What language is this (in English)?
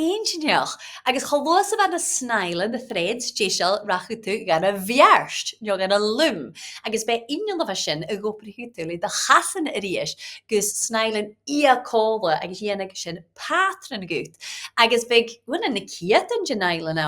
Scottish Gaelic